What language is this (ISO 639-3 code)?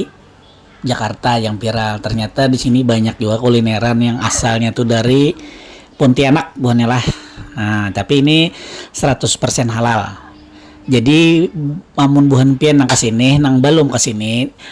bjn